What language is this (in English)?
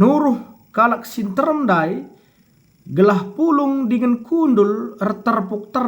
Batak Karo